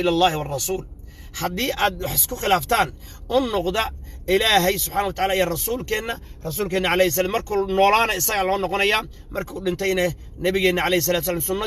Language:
Somali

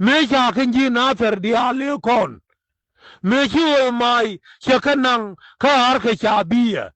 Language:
Nuer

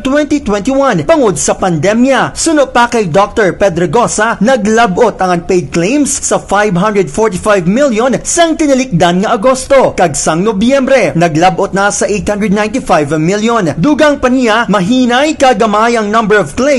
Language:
Hiligaynon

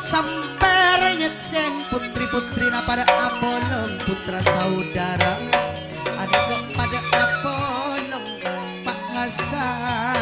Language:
Madurese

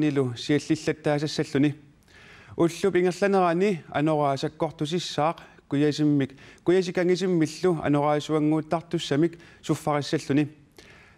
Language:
Kalaallisut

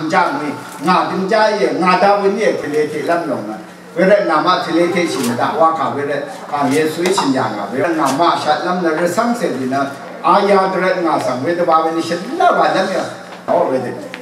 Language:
Rawang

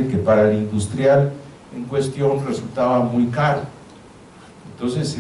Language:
Spanish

